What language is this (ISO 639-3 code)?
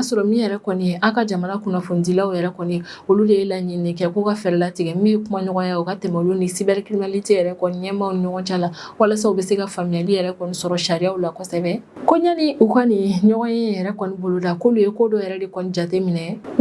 bam